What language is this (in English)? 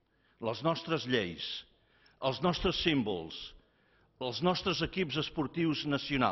Catalan